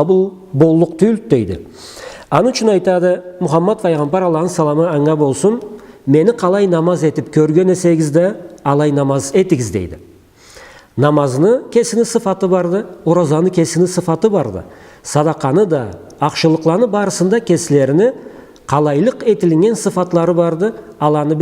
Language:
Karachay-Balkar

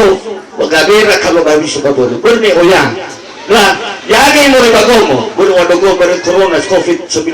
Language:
Nias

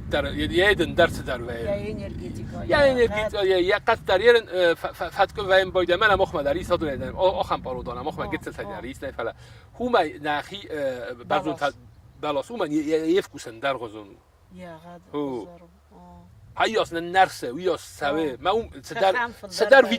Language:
Ossetic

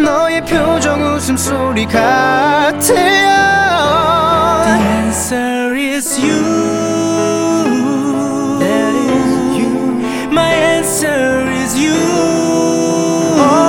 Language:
Korean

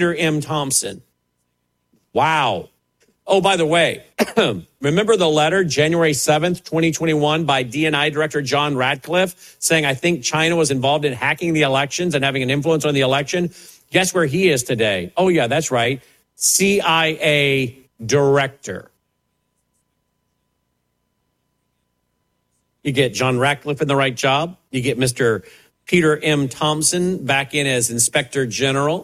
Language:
English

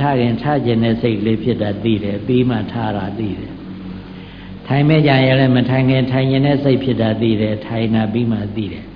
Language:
Burmese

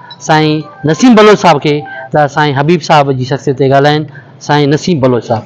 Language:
Sindhi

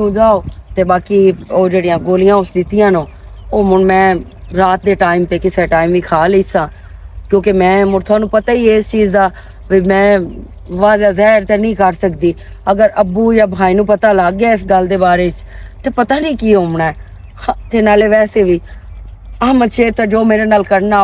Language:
Western Panjabi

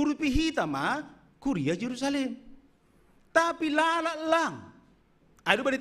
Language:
Batak Simalungun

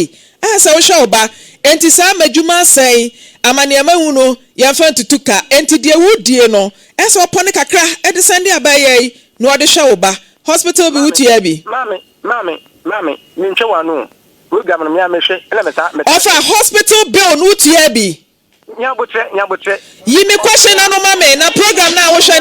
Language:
Akan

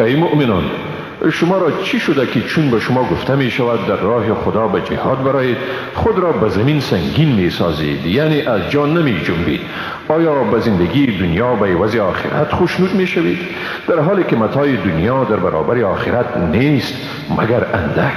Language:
Persian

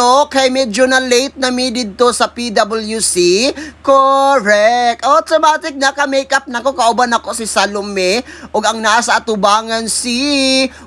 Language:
Cebuano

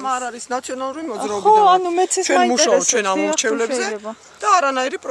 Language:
Georgian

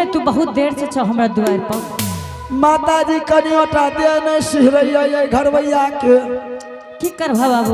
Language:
Angika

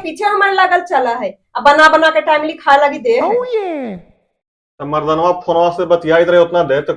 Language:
Magahi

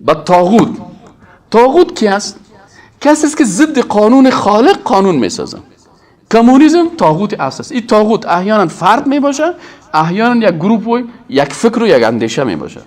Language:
Persian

